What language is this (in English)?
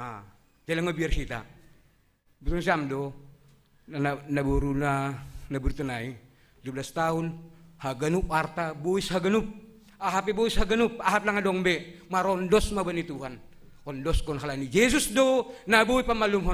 Batak Simalungun